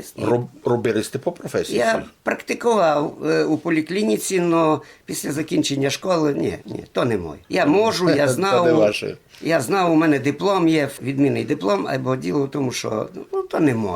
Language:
Rusyn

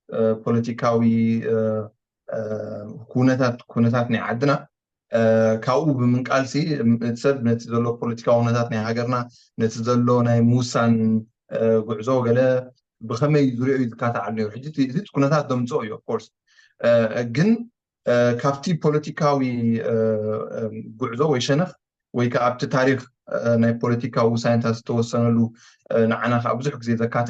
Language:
Tigrinya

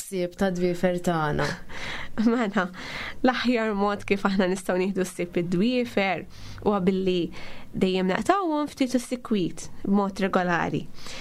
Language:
Maltese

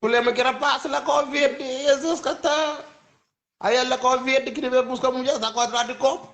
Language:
Kabuverdianu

